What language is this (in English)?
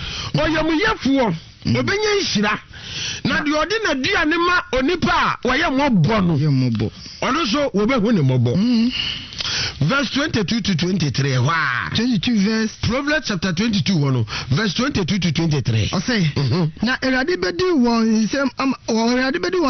Akan